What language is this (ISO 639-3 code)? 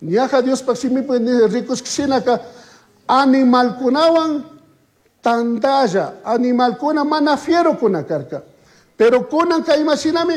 qug